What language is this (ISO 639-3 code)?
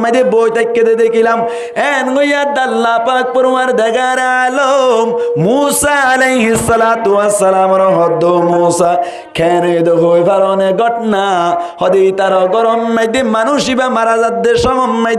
rhg